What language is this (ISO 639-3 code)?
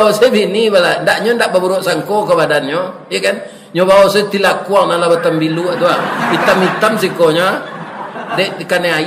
min